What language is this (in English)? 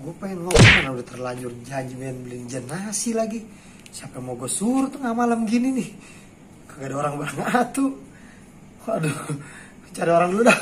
Betawi